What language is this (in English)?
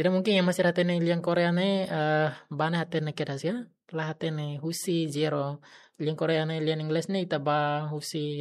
Tetum